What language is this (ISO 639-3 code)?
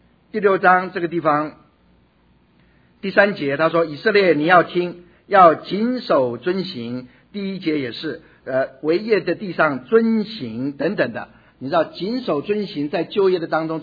zho